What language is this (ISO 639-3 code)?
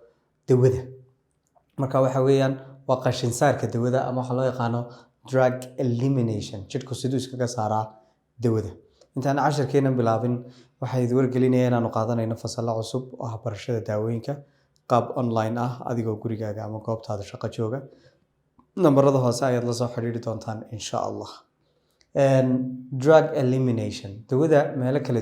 som